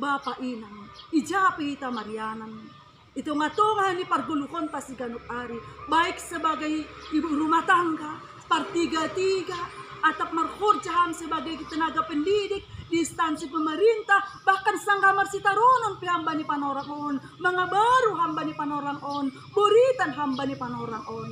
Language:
Batak Simalungun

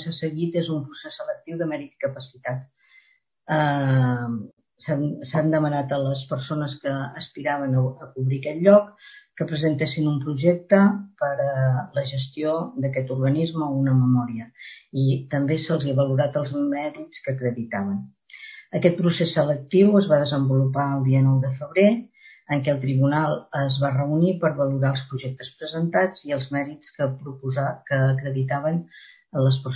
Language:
Catalan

